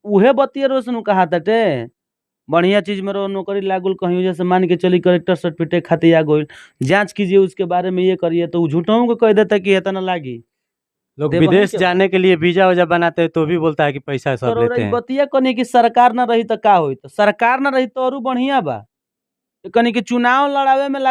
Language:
Bhojpuri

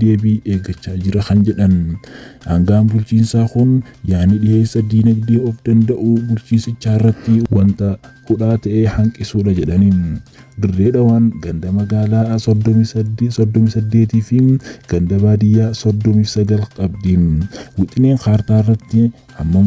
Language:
Oromo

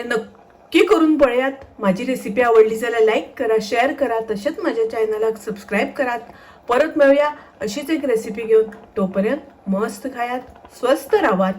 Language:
Konkani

